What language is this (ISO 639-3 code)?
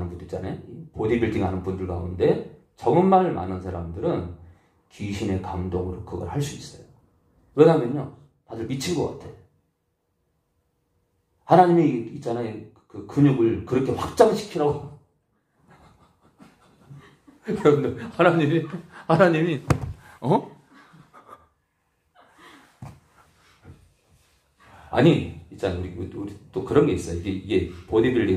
kor